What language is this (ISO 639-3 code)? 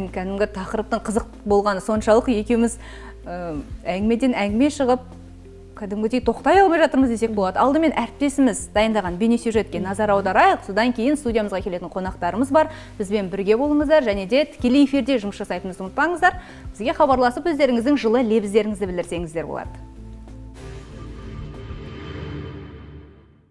kaz